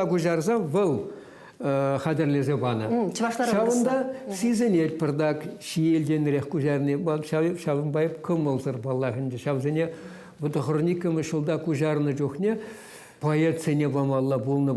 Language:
Chuvash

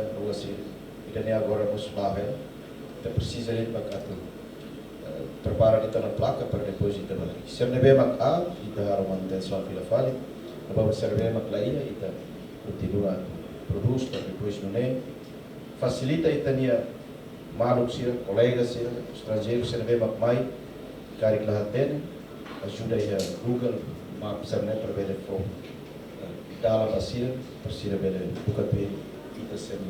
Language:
Tetum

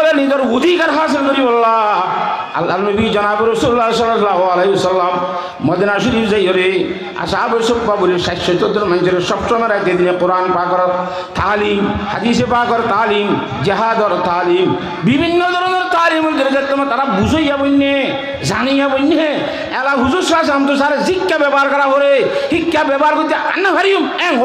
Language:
Rohingya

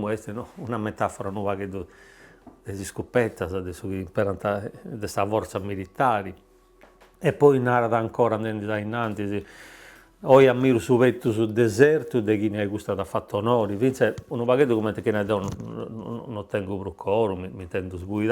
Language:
Sardinian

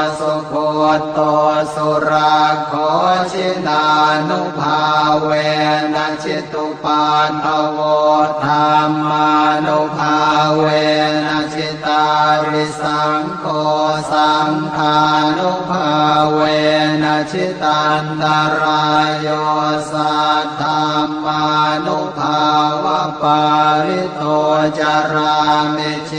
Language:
Pali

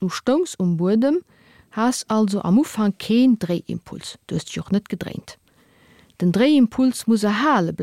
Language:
Luxembourgish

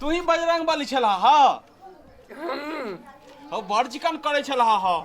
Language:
Maithili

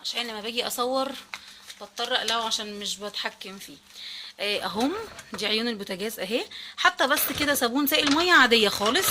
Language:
Egyptian Arabic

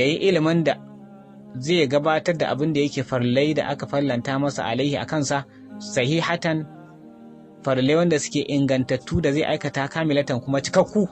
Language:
Hausa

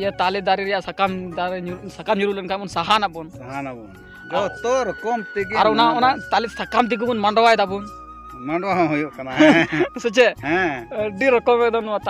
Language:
Santali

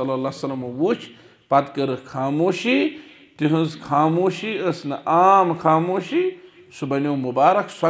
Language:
Kashmiri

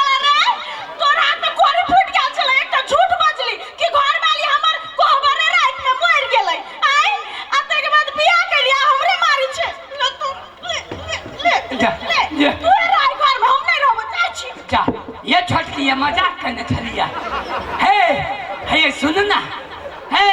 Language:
Maithili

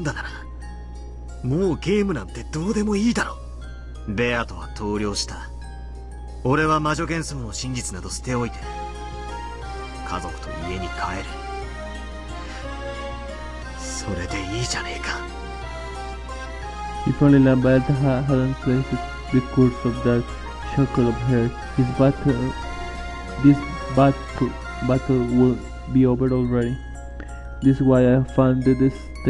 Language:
Japanese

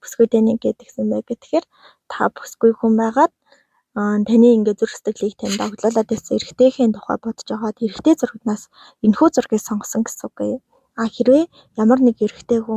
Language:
Mongolian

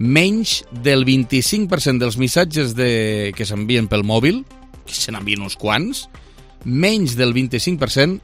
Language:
Catalan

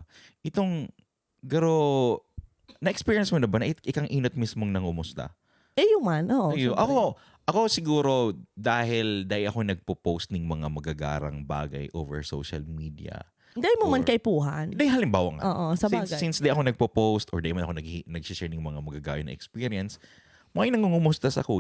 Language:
Bikol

